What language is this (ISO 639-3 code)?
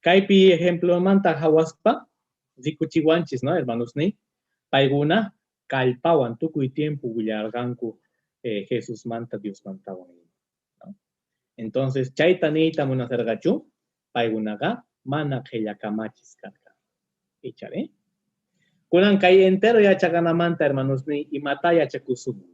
que